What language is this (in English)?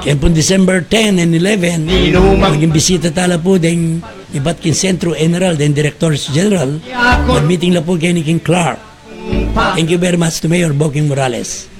Pampanga